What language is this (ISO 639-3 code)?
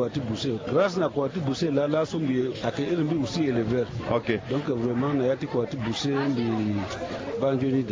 sag